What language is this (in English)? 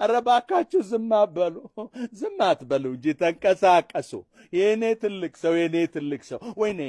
Amharic